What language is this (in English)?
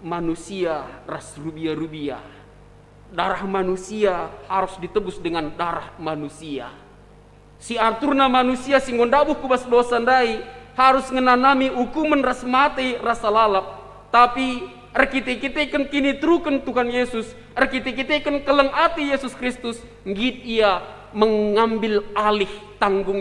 Batak Karo